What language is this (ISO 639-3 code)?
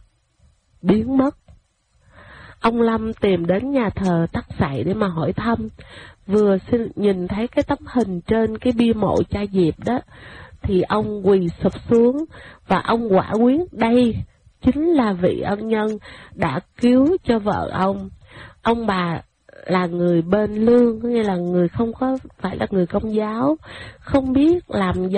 vie